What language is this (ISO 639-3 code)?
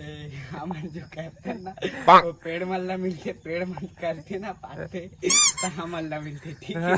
hne